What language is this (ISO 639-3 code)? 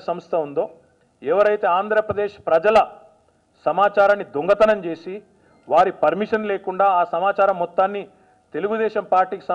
tel